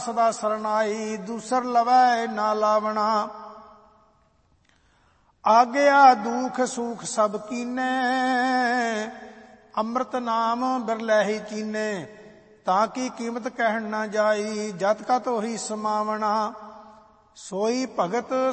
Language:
Punjabi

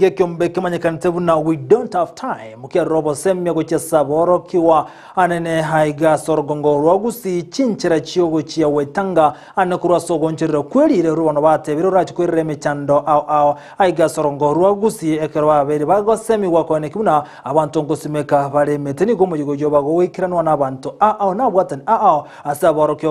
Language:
Gusii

